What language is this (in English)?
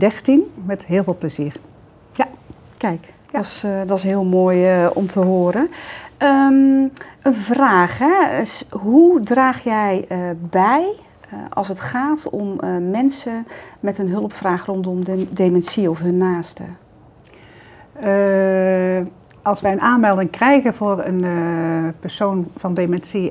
Dutch